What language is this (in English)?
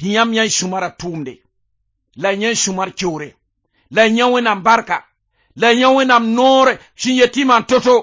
Mossi